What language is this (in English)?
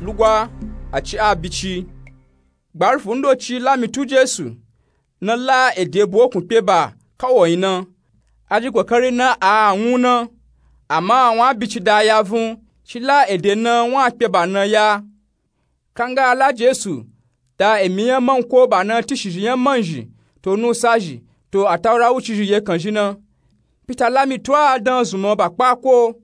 Nupe-Nupe-Tako